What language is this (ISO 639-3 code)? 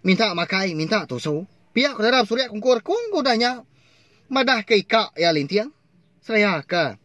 iba